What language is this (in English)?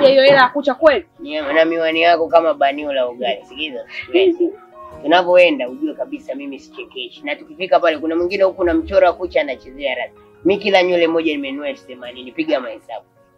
Swahili